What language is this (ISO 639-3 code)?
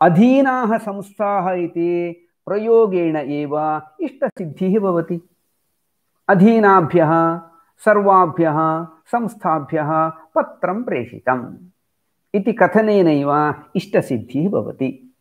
san